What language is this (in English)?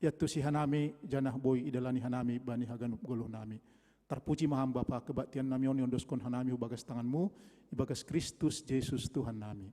Batak Simalungun